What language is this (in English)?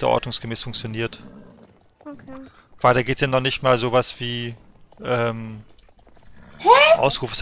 German